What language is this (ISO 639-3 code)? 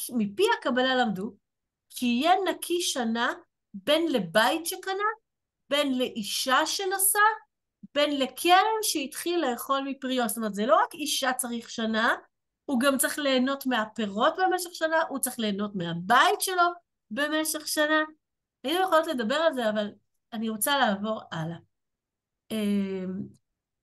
heb